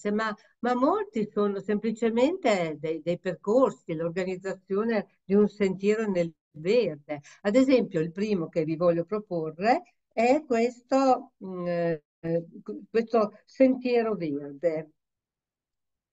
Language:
Italian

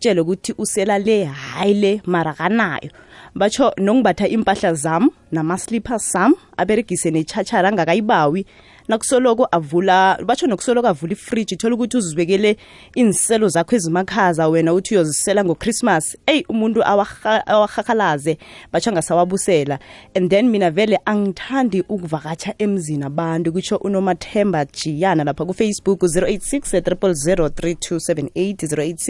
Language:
South Ndebele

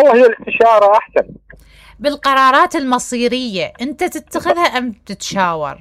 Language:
Mesopotamian Arabic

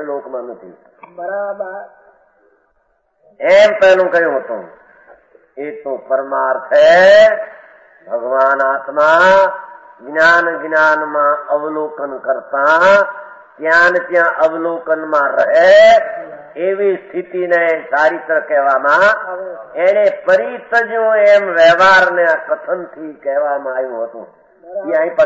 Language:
Gujarati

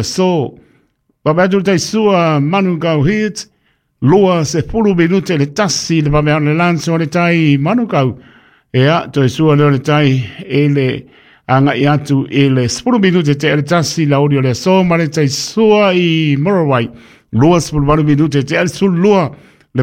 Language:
Samoan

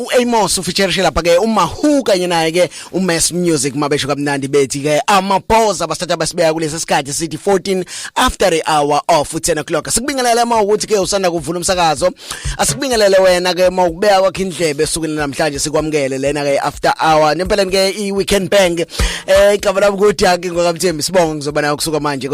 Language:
Zulu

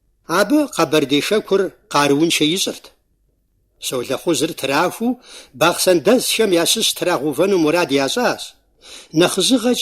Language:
Kabardian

